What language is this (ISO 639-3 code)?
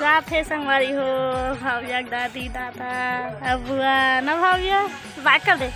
hne